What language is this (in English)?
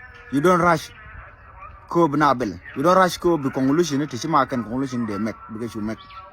Nuer